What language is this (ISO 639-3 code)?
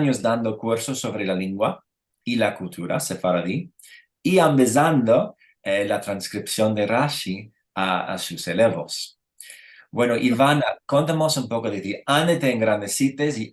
lad